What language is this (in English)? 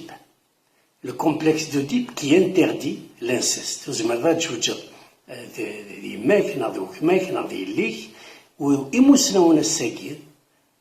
Kabyle